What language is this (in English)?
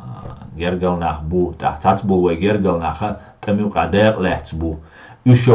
Chechen